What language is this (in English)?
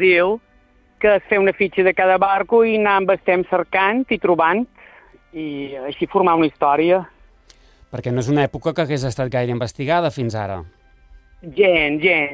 Catalan